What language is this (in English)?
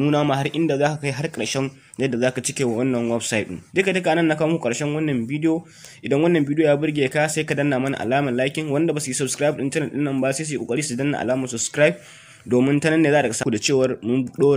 Hausa